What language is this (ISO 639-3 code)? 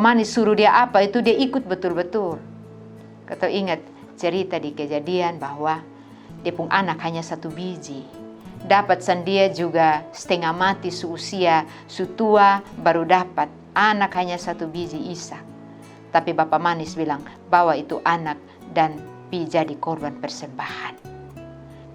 mkn